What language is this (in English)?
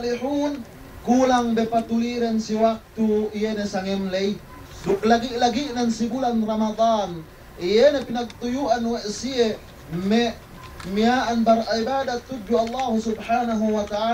Yakan